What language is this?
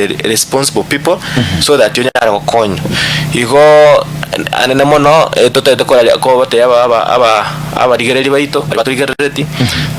Gusii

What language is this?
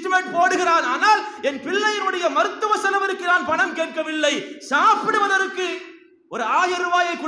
Tamil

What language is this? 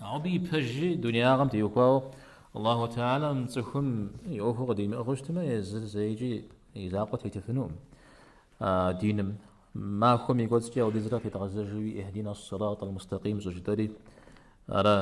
Kabardian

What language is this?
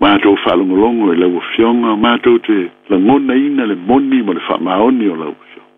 Samoan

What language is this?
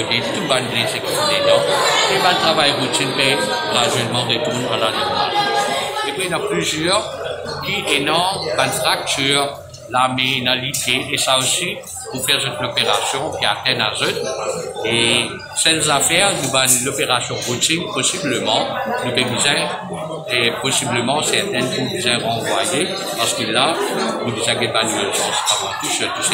Morisyen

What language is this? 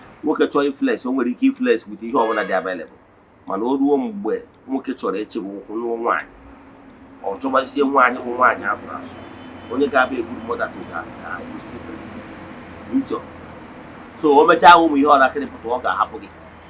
Igbo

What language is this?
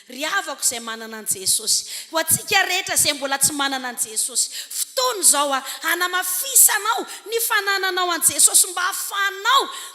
Malagasy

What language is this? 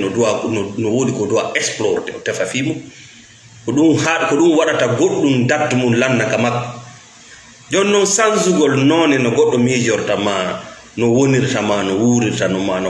Fula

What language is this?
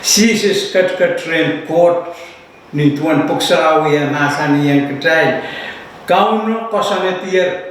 Pohnpeian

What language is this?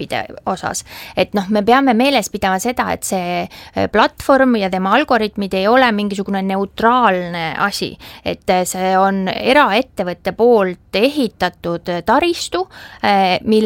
Estonian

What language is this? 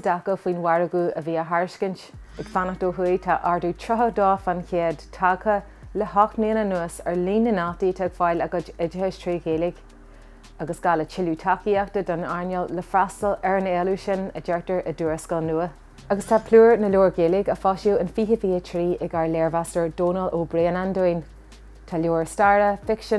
Irish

